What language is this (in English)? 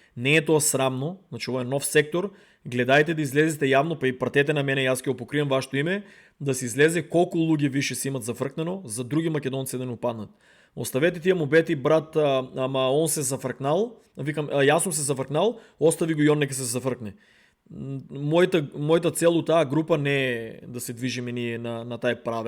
Macedonian